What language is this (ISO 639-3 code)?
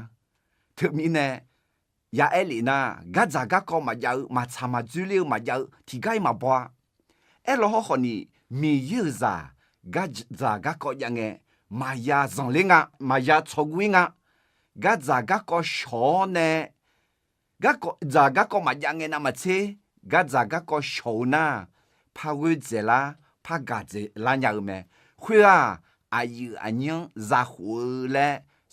ahk